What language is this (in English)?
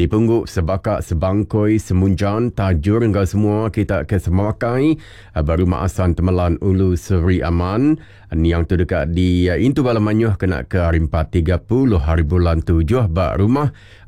Iban